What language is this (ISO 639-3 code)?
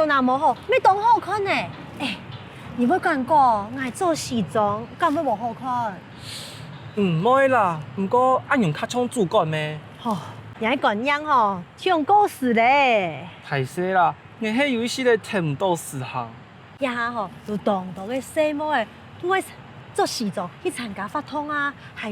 hak